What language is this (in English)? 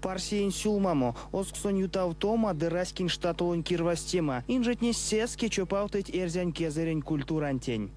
Erzya